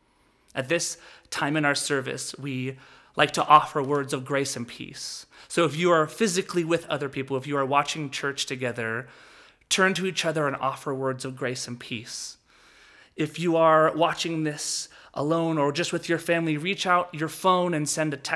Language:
English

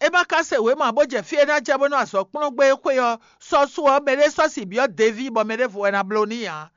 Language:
Fon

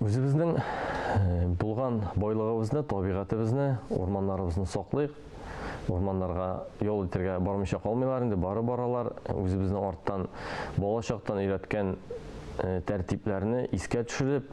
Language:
Tatar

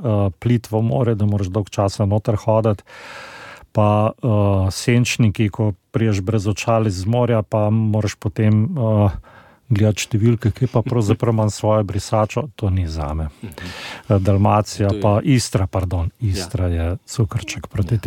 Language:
Slovenian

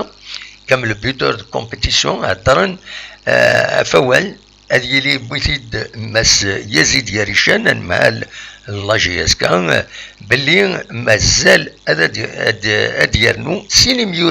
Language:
Kabyle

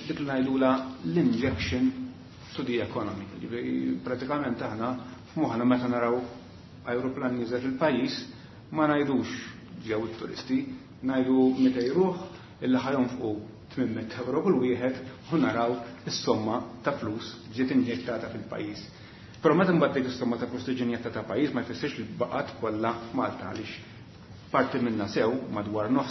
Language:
Maltese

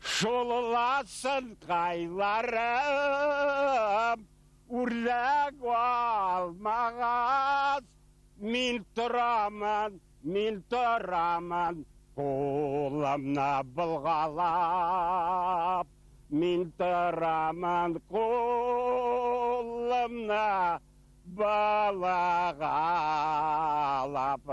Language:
Bashkir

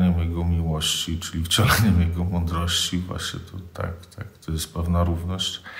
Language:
Polish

